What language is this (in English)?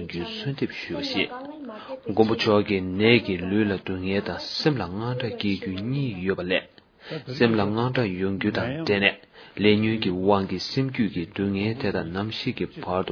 Tibetan